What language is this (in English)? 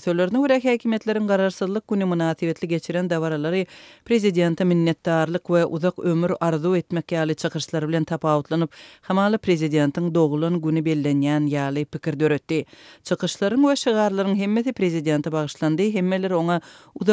Turkmen